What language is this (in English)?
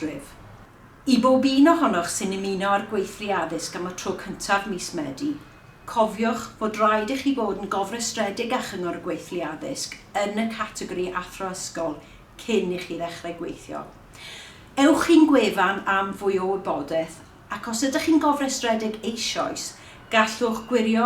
Welsh